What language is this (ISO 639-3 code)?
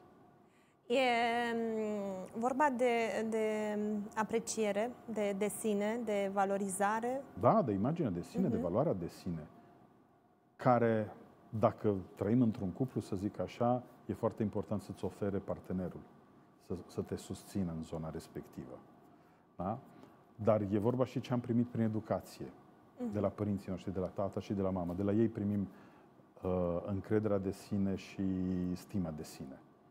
ron